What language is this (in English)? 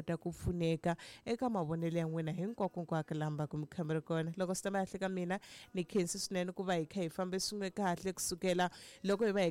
Tsonga